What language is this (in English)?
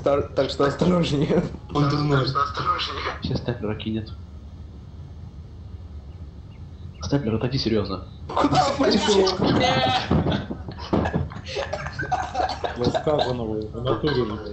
Russian